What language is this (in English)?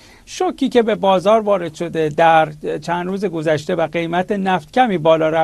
Persian